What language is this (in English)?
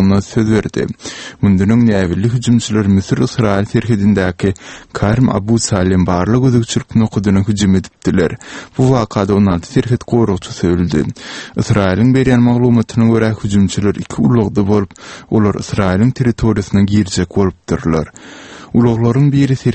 Turkmen